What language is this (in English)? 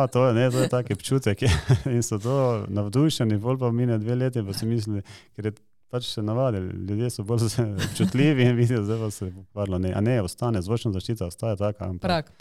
Slovenian